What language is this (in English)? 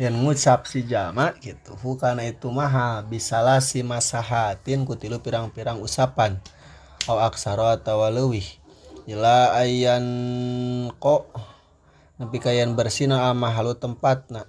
Sundanese